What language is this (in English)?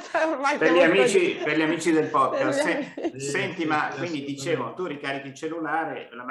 Italian